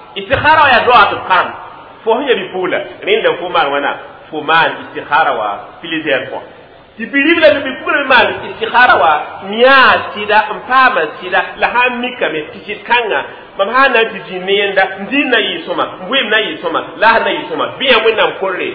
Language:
Mossi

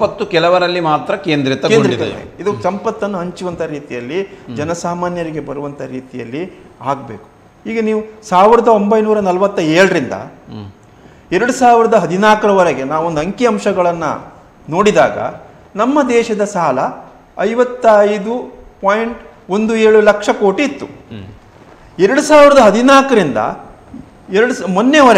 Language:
Kannada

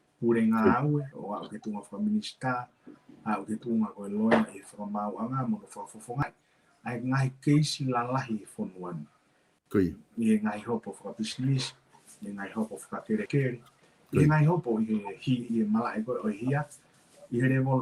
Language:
Tongan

